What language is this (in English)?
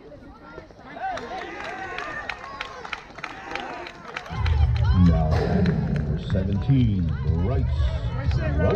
English